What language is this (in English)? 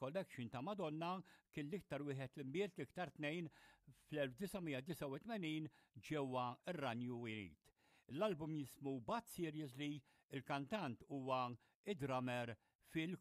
Maltese